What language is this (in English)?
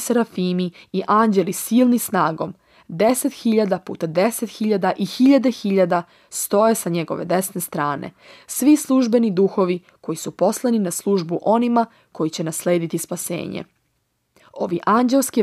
Serbian